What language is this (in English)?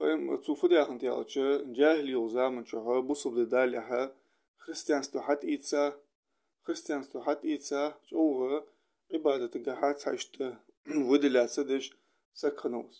Ingush